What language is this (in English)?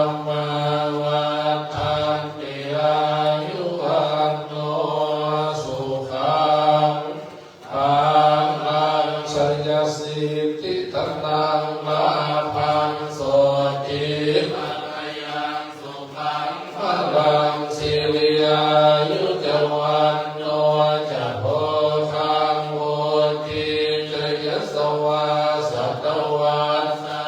Pali